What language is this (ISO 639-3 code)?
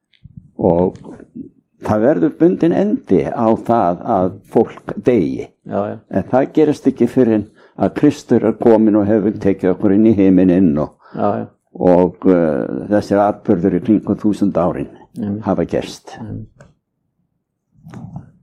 isl